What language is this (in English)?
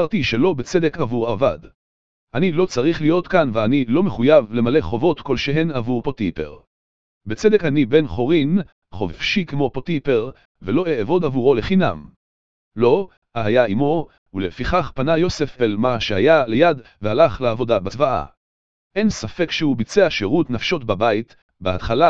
Hebrew